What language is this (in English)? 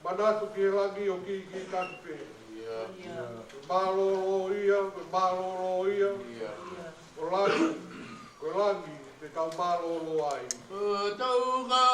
Tongan